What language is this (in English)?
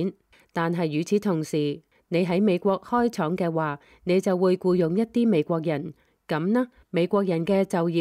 Cantonese